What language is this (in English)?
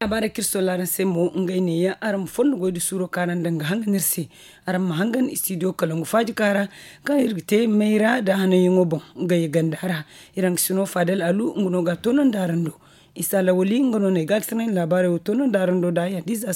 Zarma